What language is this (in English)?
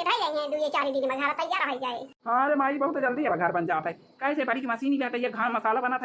Awadhi